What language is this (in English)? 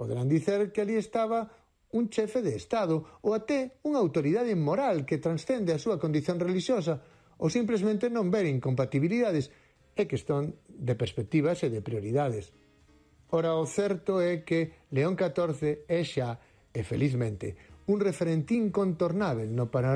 Galician